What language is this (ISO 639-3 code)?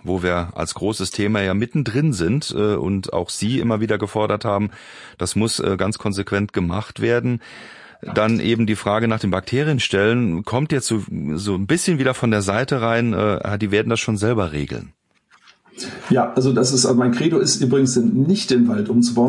deu